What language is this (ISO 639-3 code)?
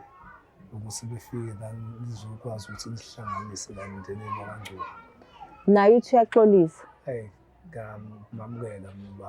zul